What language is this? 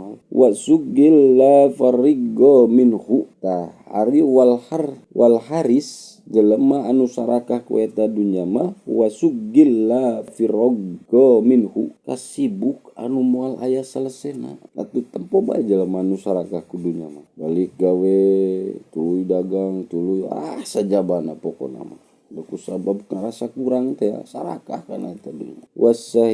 Sundanese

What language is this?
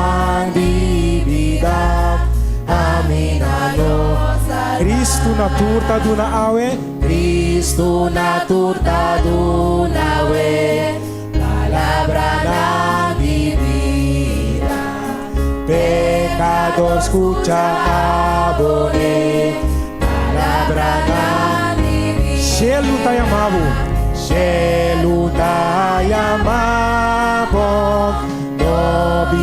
Papiamento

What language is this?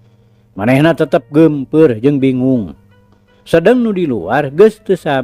Sundanese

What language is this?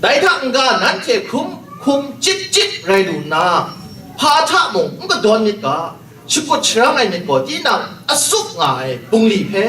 Kachin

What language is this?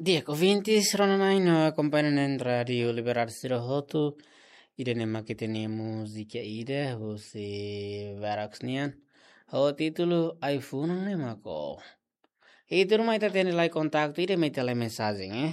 Tetum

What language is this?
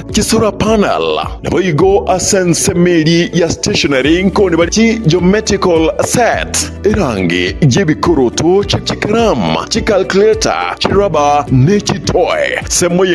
Gusii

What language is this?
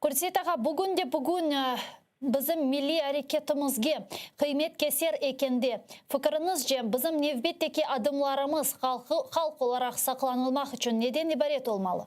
Crimean Tatar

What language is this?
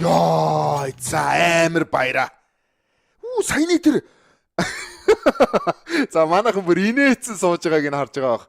Mongolian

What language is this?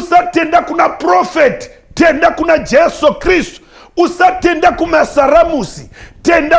Shona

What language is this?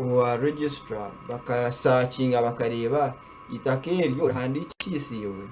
Nyankole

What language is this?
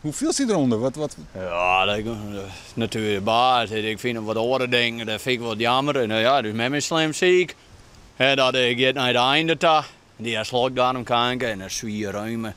Western Frisian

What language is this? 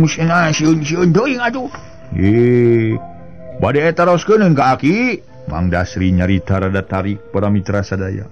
Sundanese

